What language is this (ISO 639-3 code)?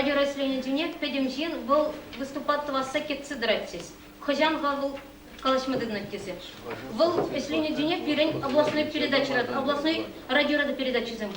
chv